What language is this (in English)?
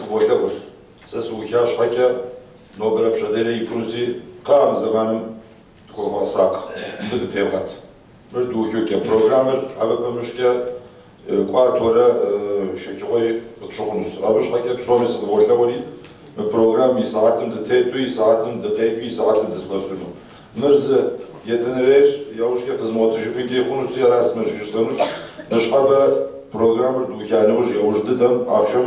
Kabardian